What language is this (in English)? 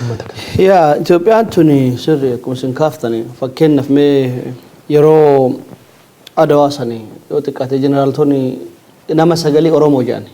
Oromo